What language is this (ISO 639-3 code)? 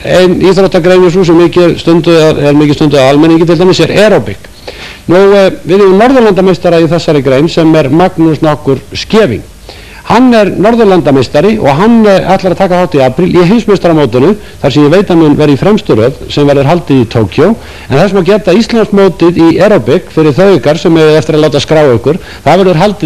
isl